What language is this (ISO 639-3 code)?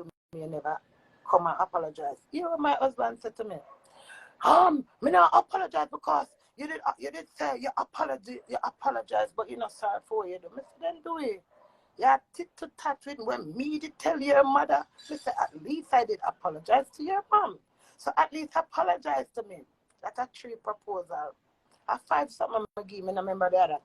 jam